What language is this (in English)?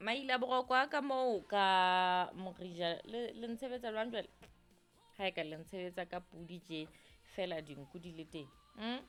Southern Sotho